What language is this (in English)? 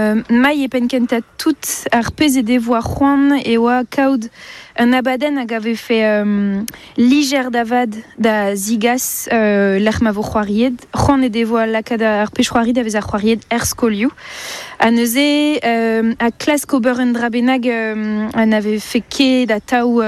Breton